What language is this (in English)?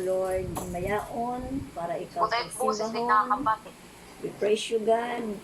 Waray